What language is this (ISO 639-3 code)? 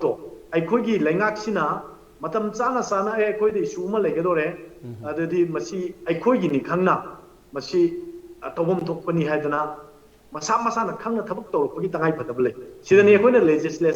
mni